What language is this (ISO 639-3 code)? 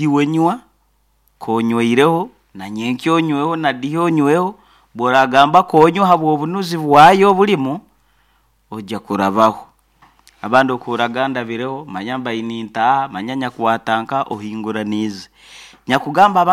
nyn